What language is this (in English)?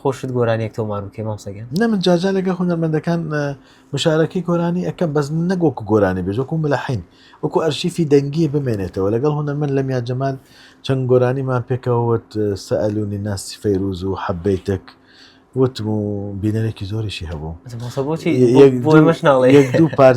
Central Kurdish